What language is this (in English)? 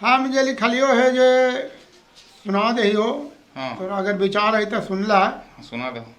Magahi